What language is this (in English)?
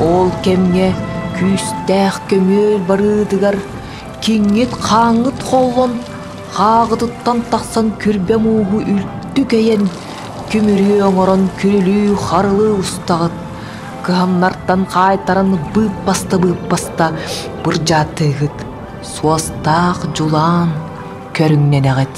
Yakut